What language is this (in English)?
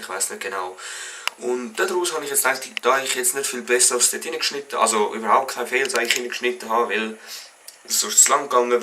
Swiss German